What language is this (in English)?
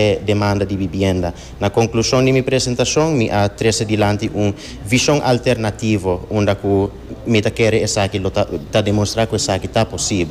Papiamento